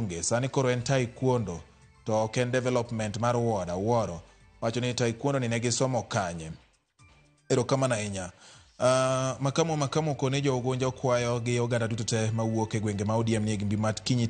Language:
Luo (Kenya and Tanzania)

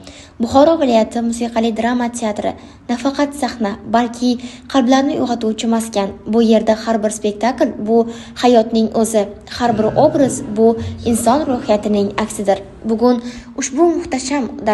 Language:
Uzbek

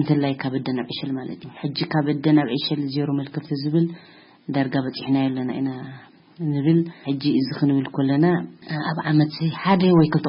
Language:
Tigrinya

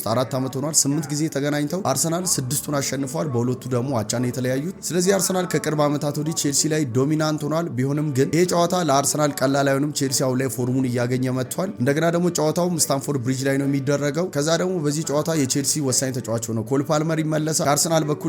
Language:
Amharic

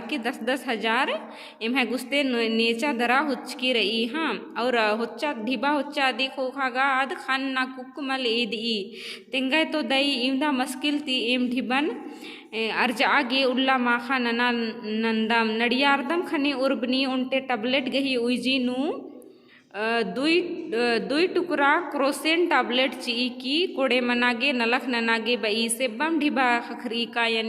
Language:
Kurukh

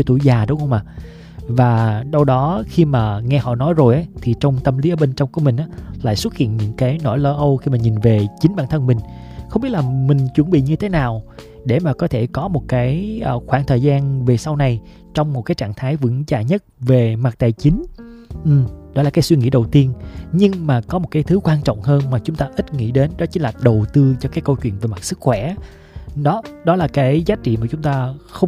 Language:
Vietnamese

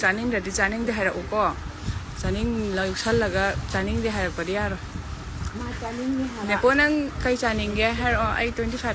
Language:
Manipuri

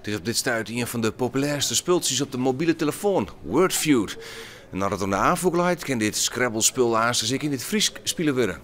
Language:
Western Frisian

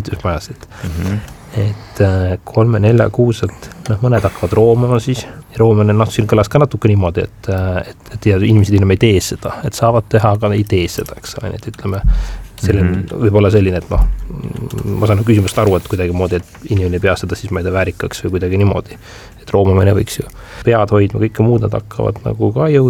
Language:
Estonian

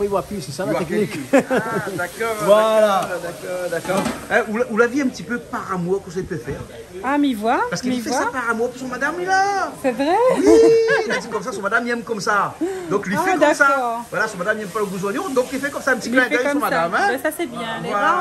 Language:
Réunion Creole French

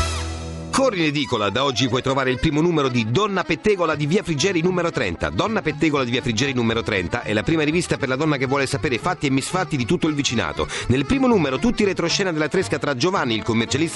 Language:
Italian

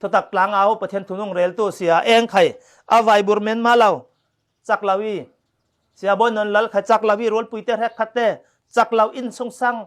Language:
Falam Chin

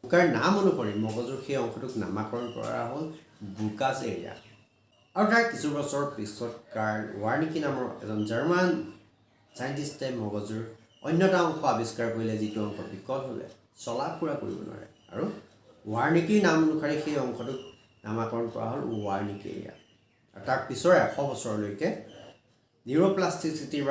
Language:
Assamese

